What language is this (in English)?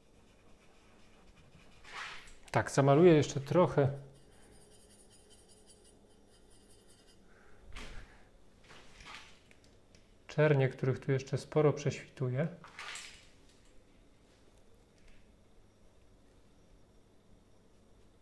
Polish